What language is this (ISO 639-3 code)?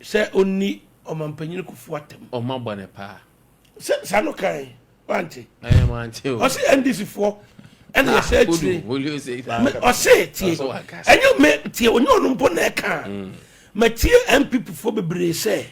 aka